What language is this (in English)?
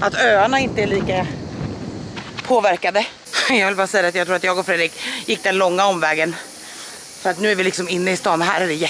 Swedish